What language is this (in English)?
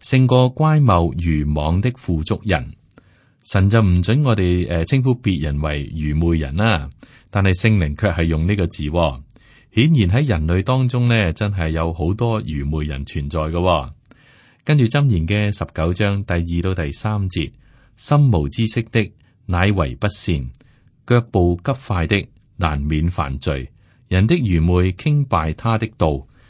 Cantonese